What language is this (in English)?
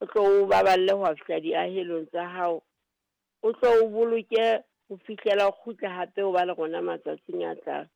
Southern Sotho